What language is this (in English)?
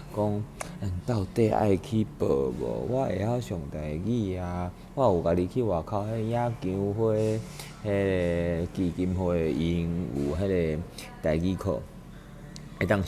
Min Nan Chinese